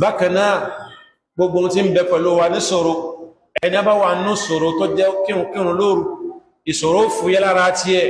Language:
Yoruba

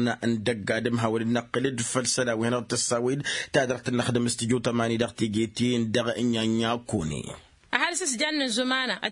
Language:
Tamasheq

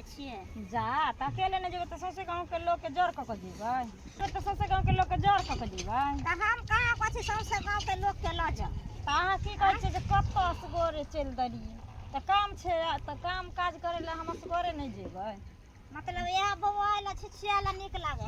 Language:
Maithili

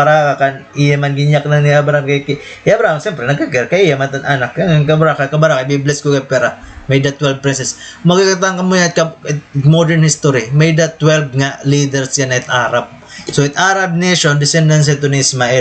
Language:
Waray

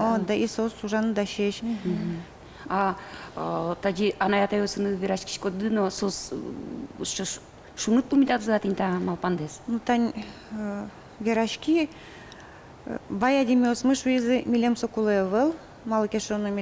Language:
Udmurt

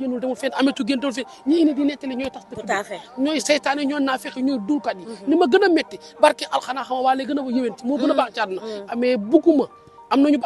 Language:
Wolof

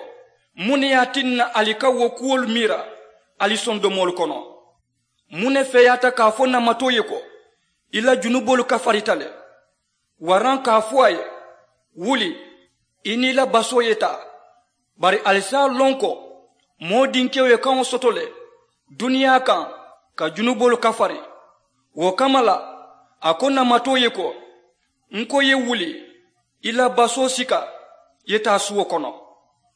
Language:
Mandingo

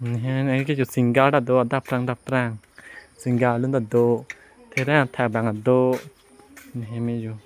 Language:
Karbi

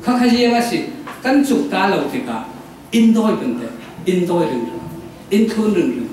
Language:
Falam Chin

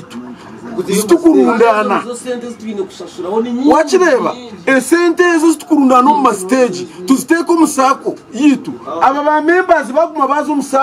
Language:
Nyankole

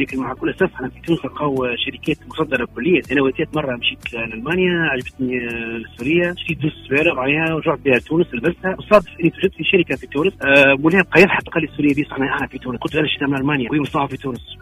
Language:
Tunisian Arabic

